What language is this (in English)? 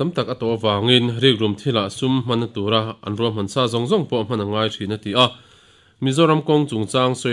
Mizo